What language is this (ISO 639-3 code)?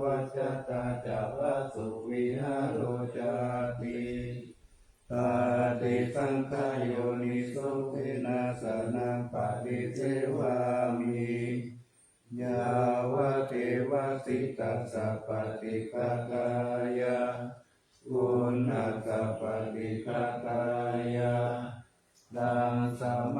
pli